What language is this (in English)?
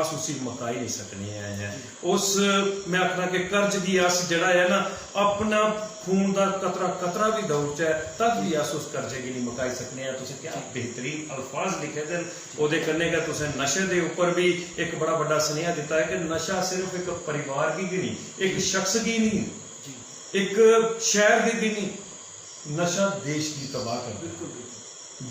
Dogri